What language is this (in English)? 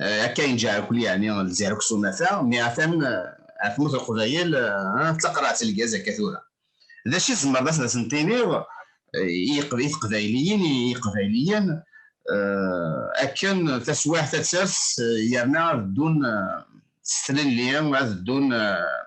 Kabyle